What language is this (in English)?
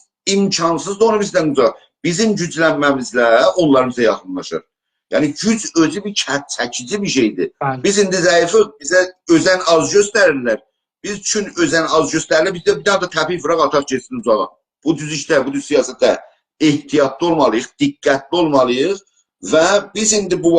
South Azerbaijani